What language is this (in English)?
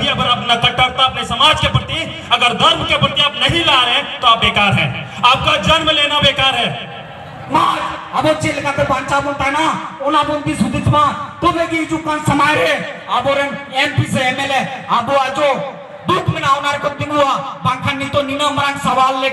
Santali